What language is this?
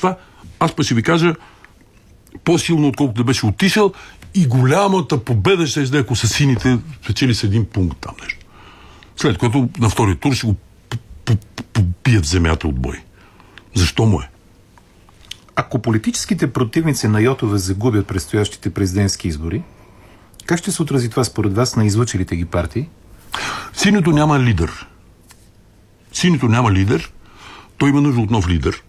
Bulgarian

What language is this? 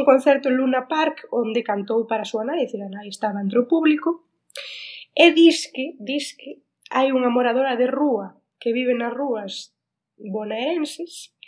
Galician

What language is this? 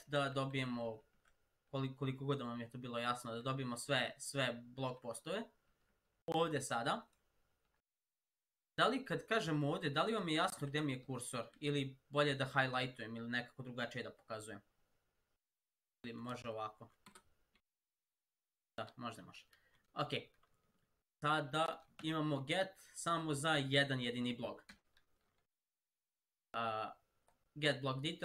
Serbian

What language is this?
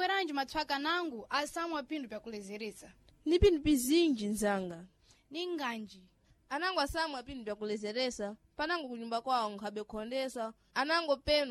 Sena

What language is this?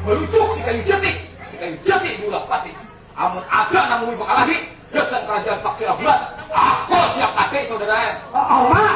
Banjar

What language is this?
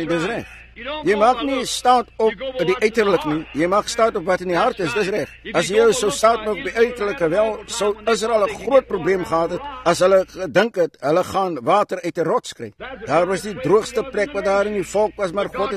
Afrikaans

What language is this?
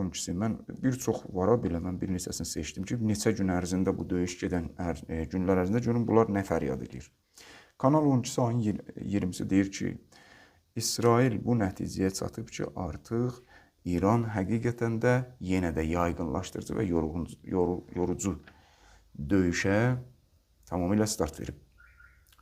Azerbaijani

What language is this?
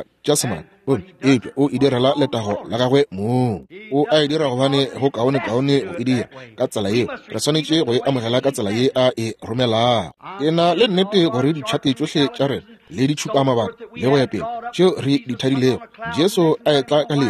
Northern Sotho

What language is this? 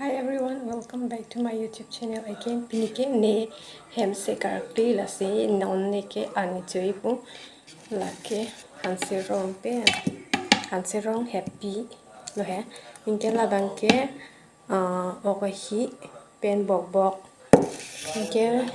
Karbi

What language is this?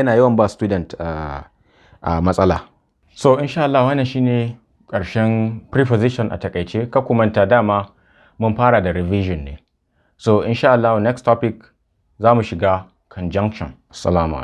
Hausa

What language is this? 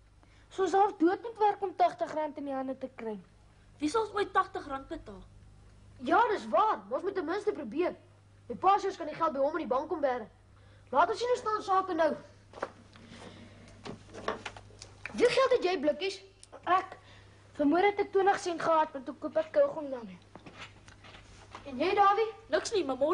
Afrikaans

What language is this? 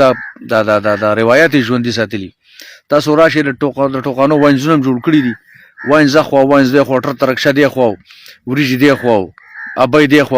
Pashto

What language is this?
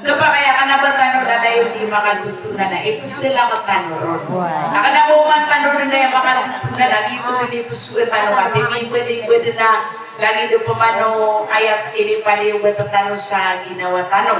Maranao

